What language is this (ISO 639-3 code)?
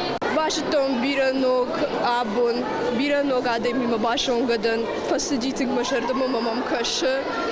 oss